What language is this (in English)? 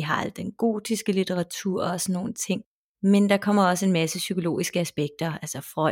Danish